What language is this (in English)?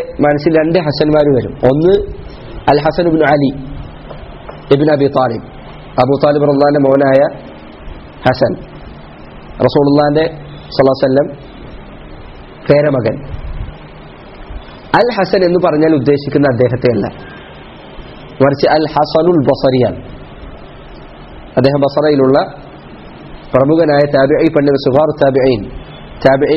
Malayalam